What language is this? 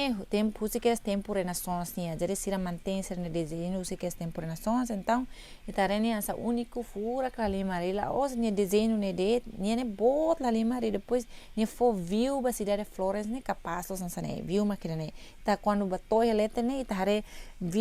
Tetum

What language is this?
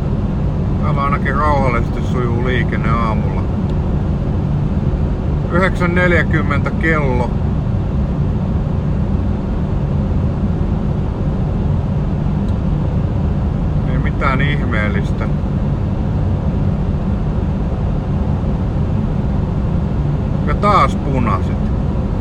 Finnish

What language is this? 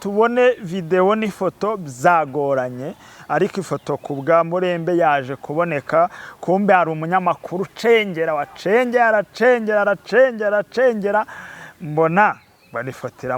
Kinyarwanda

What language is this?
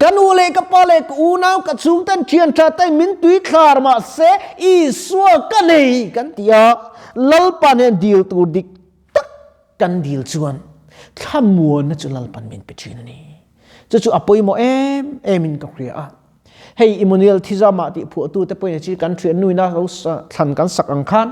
Mizo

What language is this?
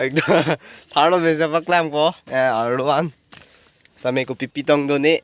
Karbi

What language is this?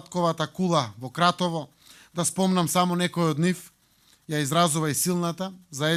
Macedonian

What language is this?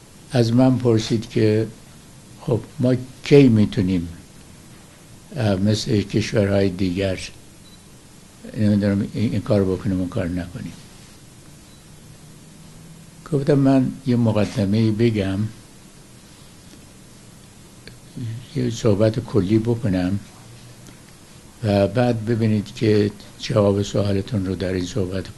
Persian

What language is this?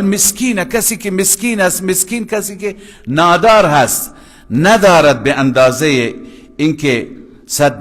Persian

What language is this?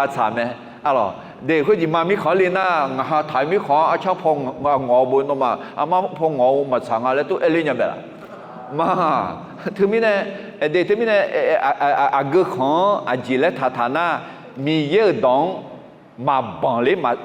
Akha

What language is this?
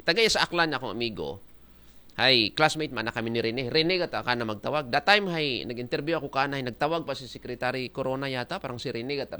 Aklanon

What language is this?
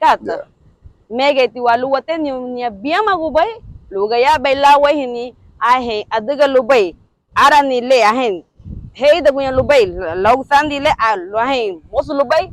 Garifuna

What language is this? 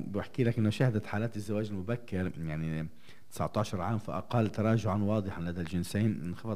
North Levantine Arabic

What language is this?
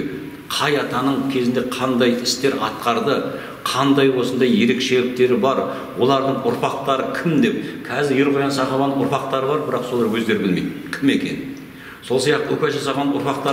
Kazakh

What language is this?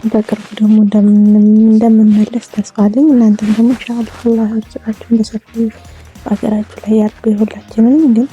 Amharic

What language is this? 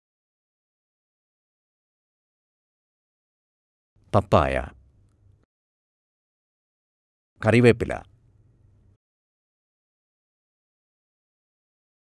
Malayalam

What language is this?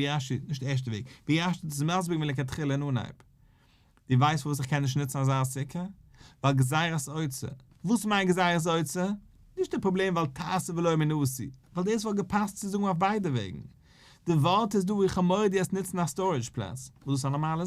Yiddish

